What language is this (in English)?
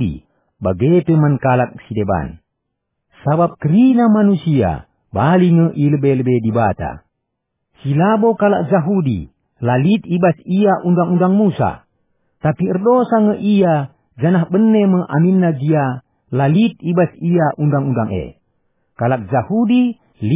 Batak Karo